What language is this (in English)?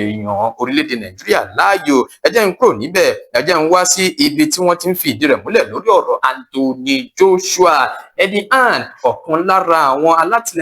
Yoruba